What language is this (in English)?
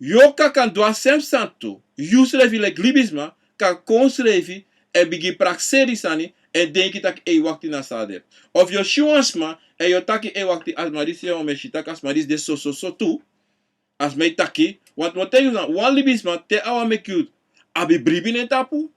Sranan Tongo